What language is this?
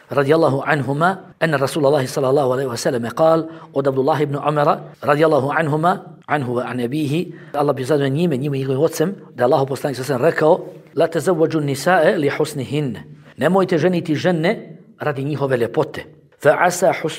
Bosnian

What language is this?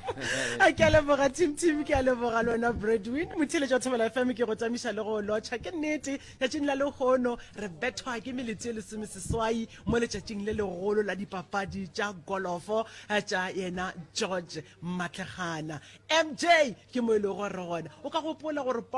Northern Sotho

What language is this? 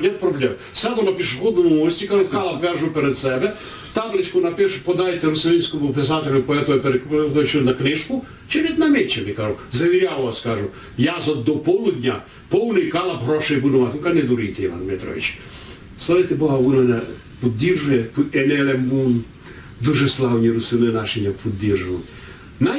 Rusyn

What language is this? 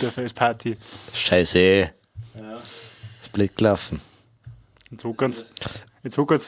Bavarian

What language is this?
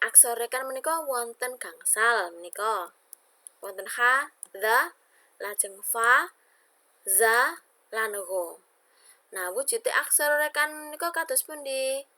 Javanese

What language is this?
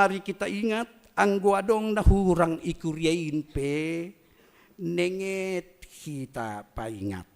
Batak Simalungun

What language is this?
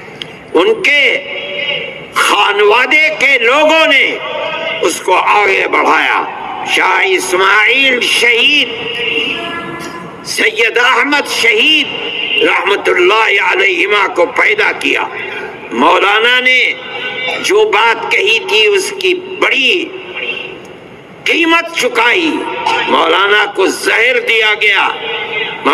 Urdu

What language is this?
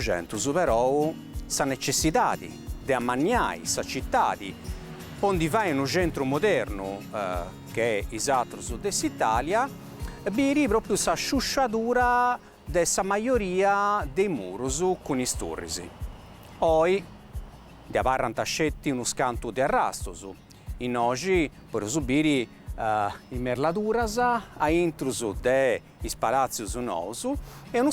Sardinian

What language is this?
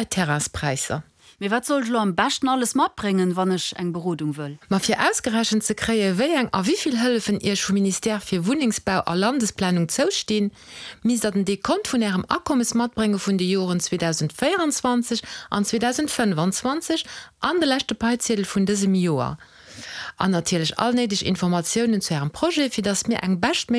Luxembourgish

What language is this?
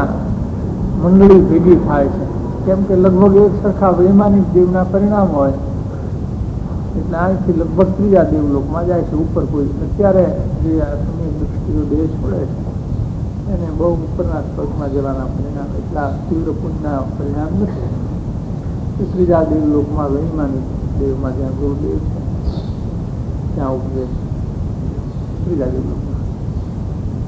Gujarati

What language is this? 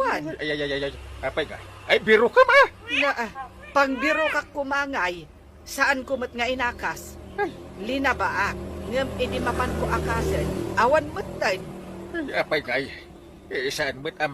Iloko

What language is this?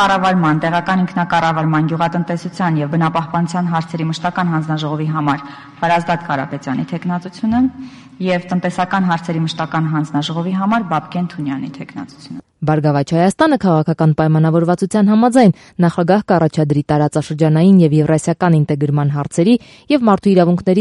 Armenian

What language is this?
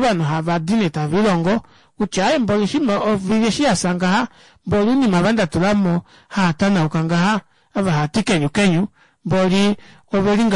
Kuanyama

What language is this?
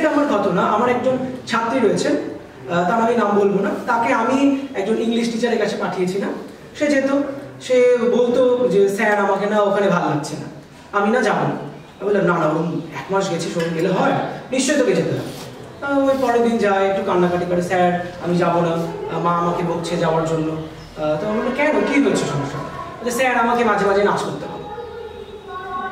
Bangla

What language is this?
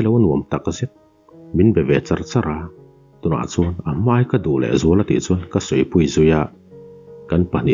Mizo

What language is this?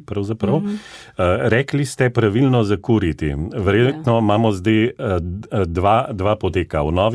Slovenian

